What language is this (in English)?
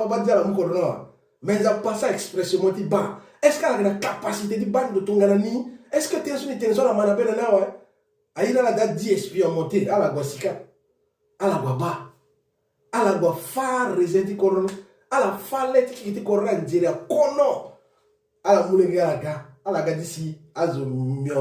Sango